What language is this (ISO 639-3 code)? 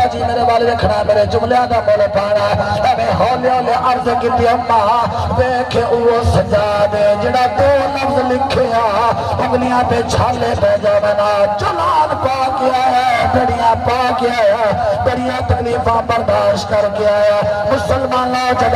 skr